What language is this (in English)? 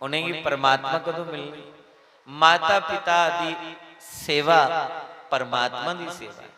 Dogri